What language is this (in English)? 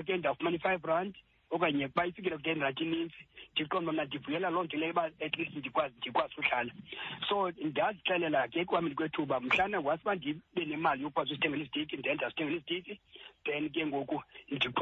Xhosa